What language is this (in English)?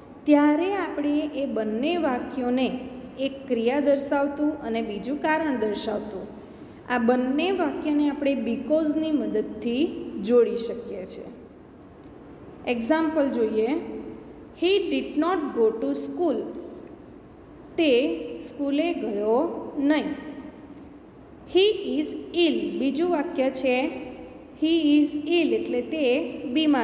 Gujarati